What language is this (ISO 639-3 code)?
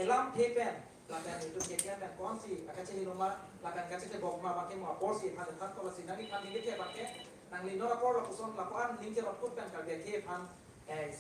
mjw